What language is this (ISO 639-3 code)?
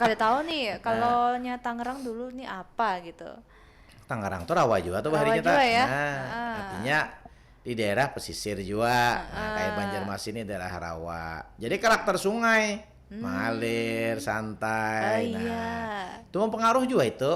bjn